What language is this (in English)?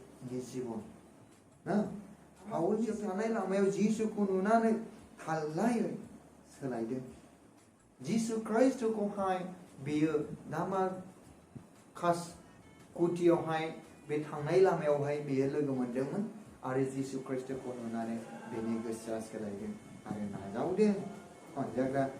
Bodo